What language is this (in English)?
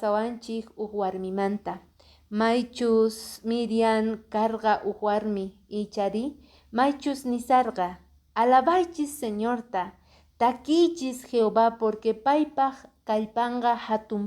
Quechua